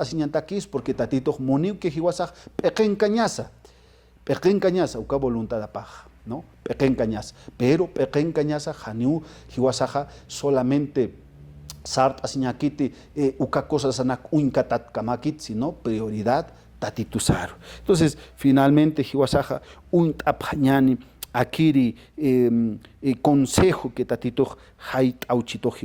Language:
Aymara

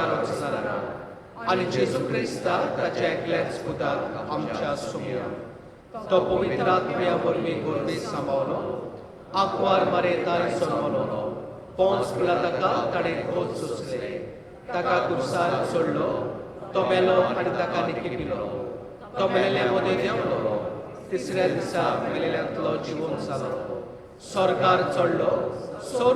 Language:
Konkani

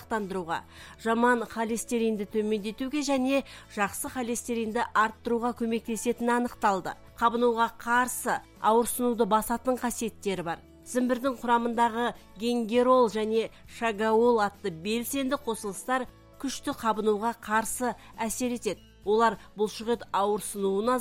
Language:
Kazakh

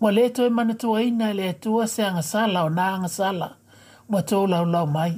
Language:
Samoan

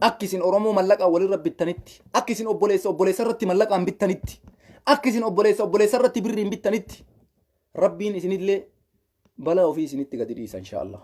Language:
Oromo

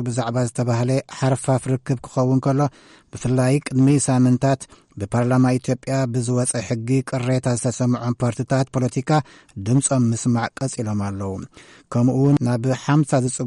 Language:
Tigrinya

